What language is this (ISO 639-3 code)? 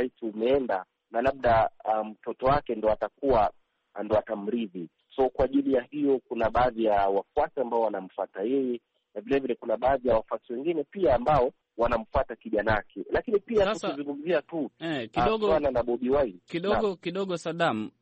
swa